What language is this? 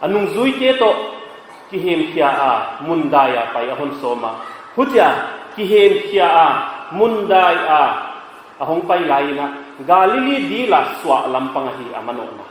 Paite Chin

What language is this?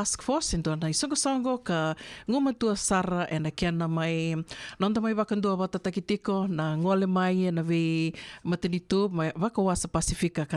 Fijian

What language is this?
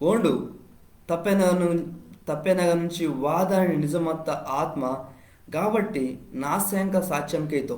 Koya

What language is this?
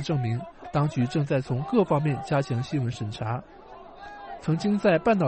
Chinese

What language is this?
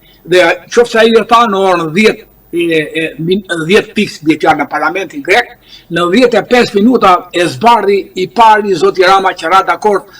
Albanian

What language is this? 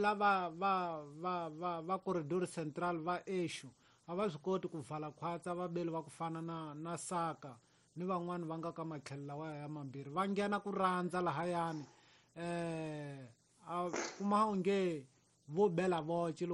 Tsonga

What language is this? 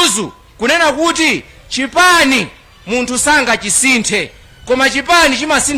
Nyanja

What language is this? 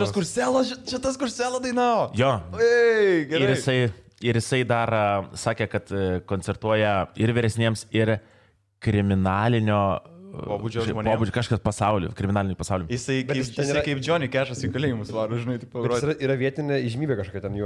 Lithuanian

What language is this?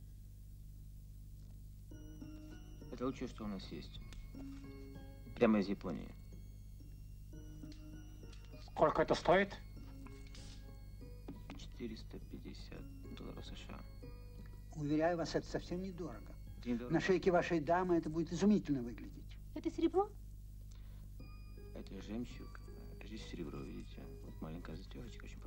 Russian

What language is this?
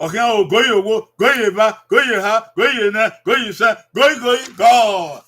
Bini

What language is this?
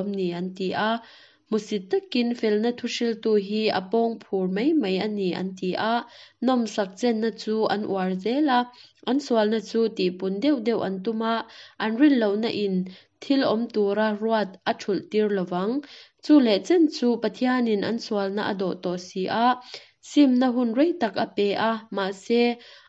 Mizo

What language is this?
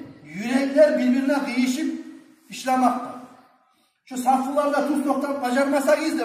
Kumyk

